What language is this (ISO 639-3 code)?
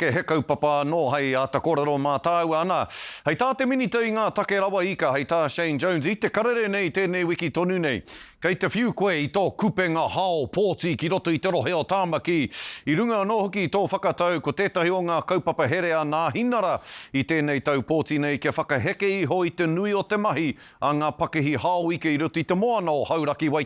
mri